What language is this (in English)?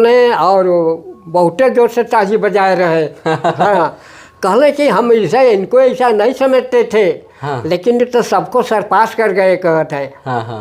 Sadri